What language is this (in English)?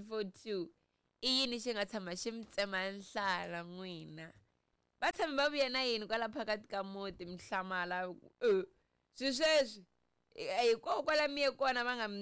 Tsonga